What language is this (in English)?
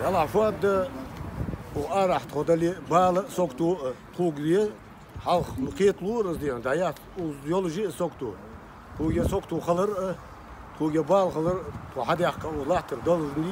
Ingush